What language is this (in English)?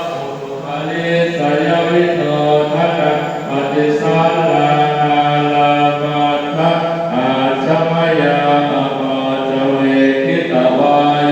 Pali